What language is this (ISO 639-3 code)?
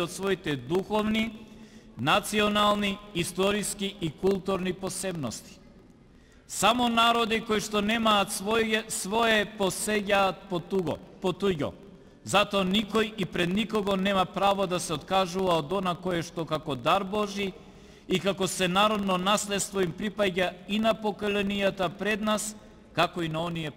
mkd